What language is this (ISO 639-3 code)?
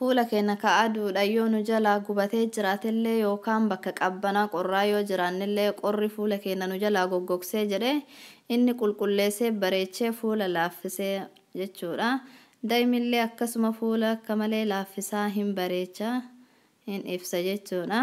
orm